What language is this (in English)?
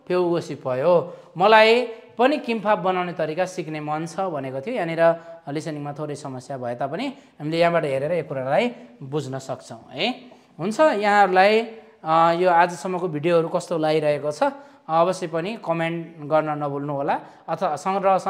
Nepali